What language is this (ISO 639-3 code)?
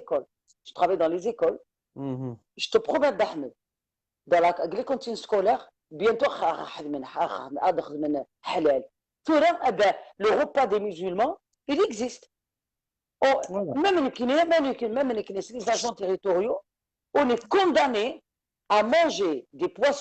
kab